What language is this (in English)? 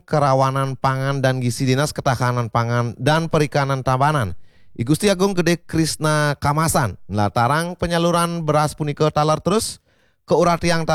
Balinese